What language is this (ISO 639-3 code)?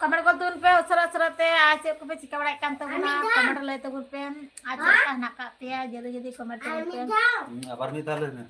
sat